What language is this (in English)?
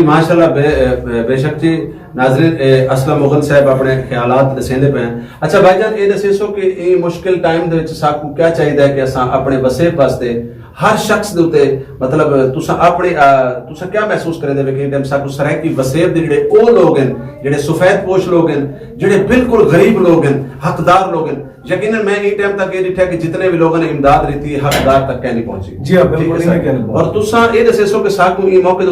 Saraiki